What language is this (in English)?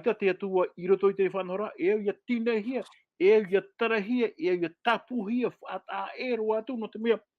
Tahitian